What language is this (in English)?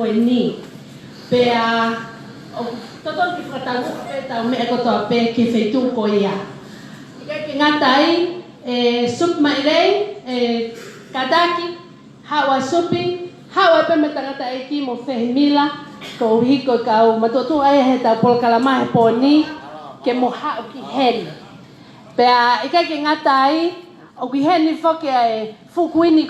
Tongan